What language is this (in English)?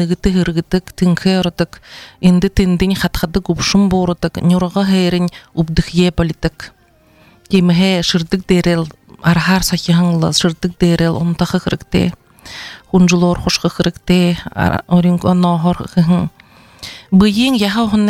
Buriat